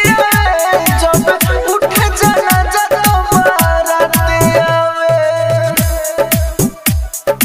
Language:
Bhojpuri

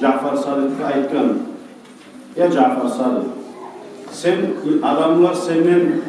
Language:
Kumyk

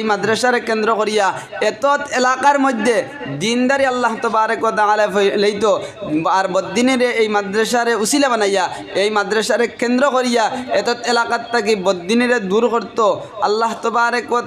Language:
Sylheti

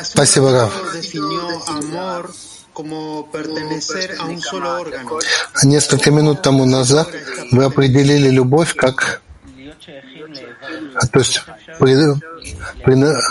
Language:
Russian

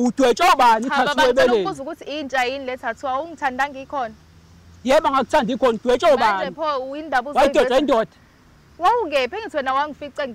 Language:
Zulu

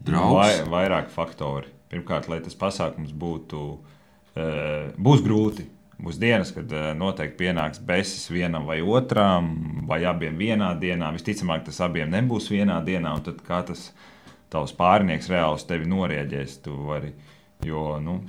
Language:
Latvian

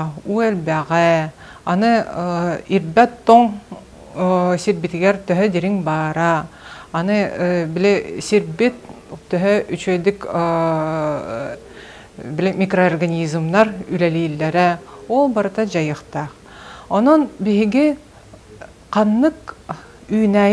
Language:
Yakut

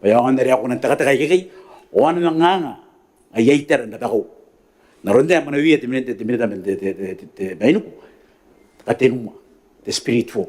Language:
Gilbertese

